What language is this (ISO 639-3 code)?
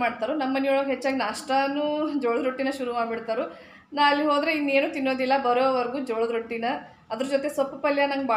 kan